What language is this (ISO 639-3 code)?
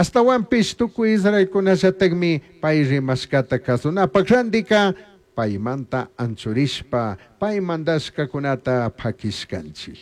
qug